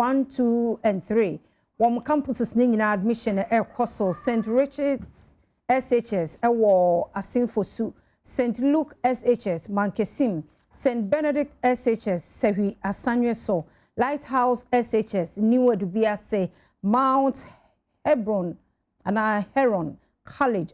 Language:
Akan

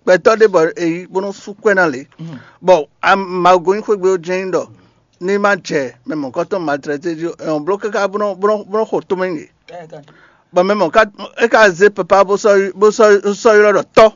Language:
Fon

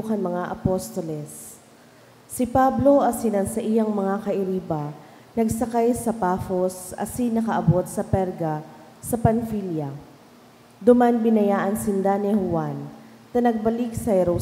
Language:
Bikol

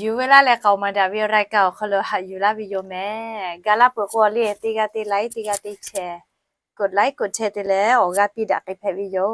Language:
Lahu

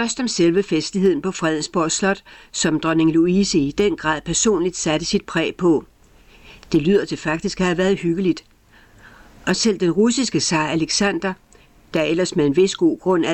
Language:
Danish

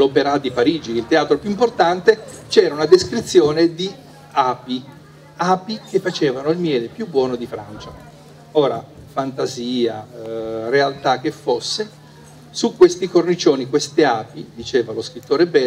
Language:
Italian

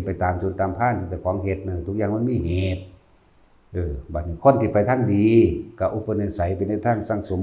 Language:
Northeastern Thai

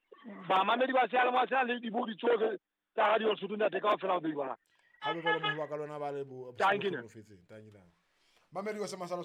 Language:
Southern Sotho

